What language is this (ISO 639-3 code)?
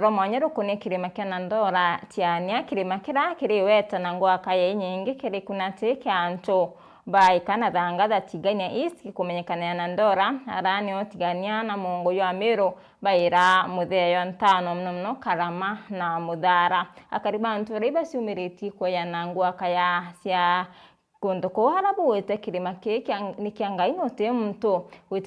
mer